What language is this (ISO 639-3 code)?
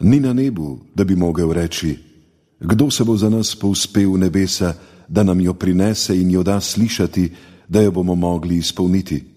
slv